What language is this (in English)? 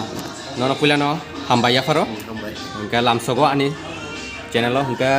Kok Borok